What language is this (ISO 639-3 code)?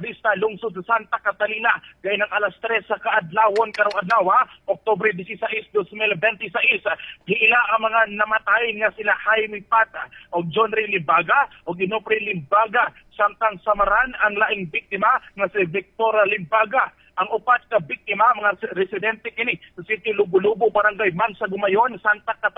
ceb